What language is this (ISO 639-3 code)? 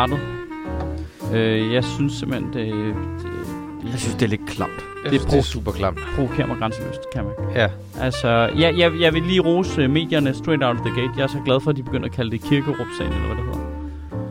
dan